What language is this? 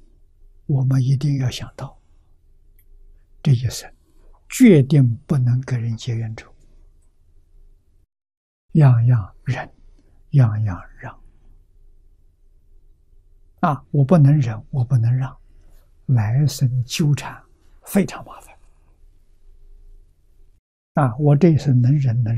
Chinese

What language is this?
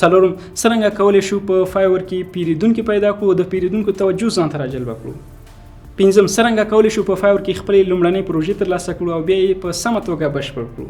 Pashto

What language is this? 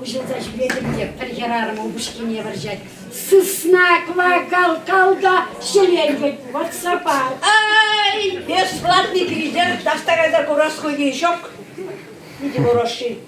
Chuvash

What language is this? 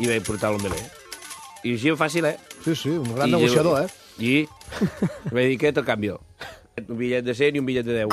Catalan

